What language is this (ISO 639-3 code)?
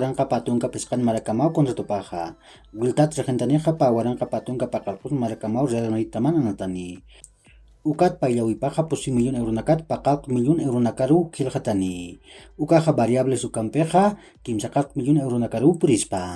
aym